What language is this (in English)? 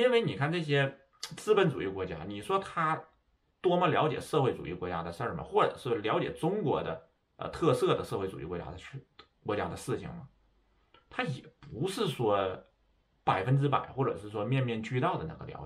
Chinese